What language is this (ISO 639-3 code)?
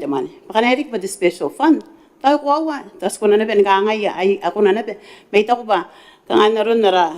gil